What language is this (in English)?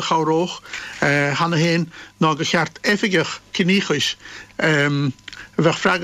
Irish